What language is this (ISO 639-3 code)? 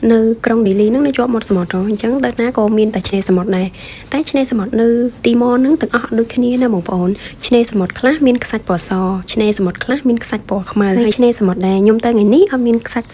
khm